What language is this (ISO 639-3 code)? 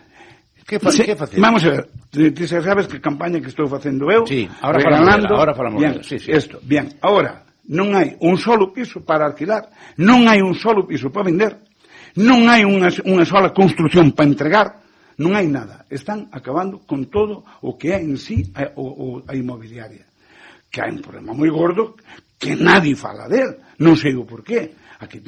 glg